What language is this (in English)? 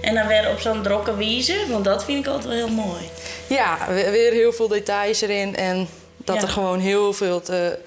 Western Frisian